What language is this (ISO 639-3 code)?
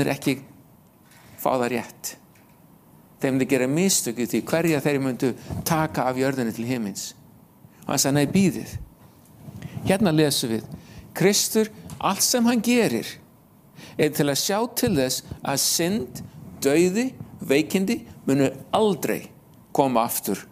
isl